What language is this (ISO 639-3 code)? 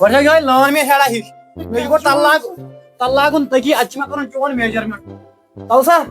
kas